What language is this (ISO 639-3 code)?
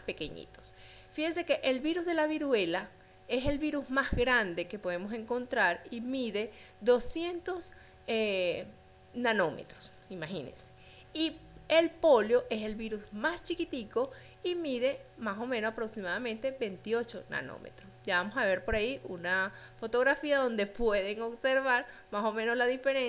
spa